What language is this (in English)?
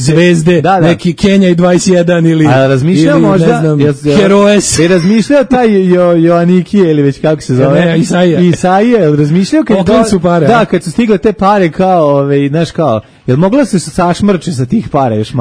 Serbian